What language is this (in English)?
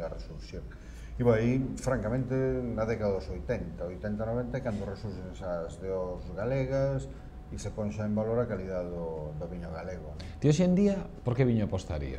Galician